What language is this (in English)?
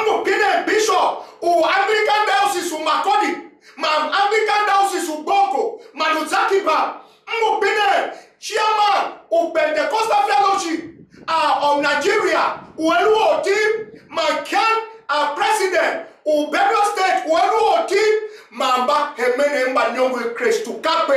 Tiv